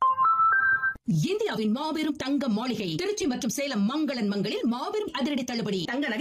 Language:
Tamil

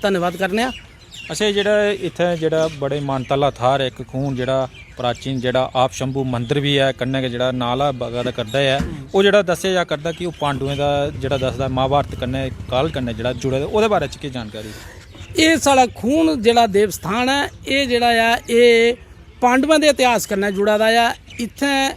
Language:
Dogri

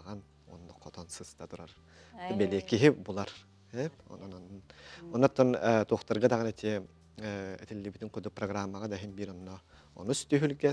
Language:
Yakut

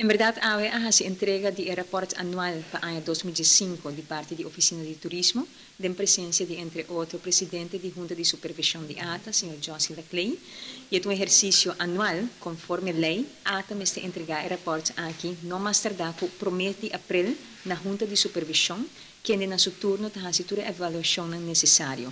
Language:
Papiamento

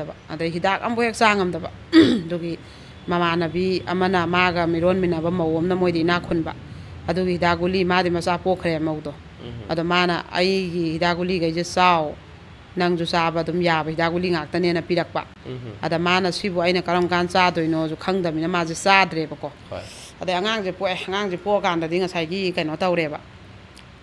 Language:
Manipuri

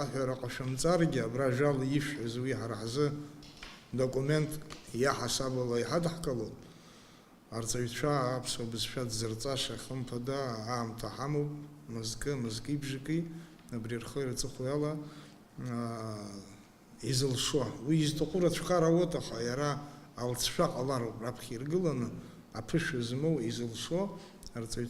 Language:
Abkhazian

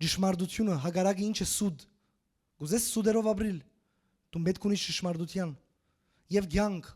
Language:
Western Armenian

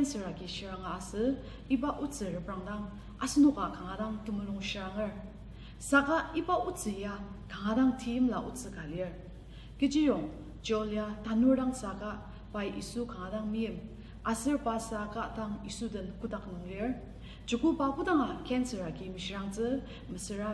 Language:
Ao Naga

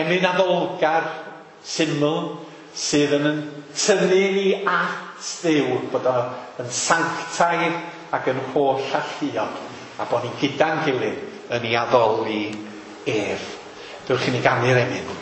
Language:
Welsh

